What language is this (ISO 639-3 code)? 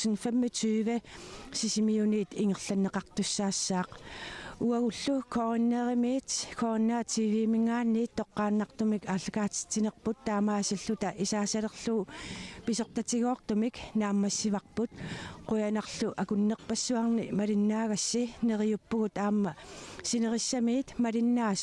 kal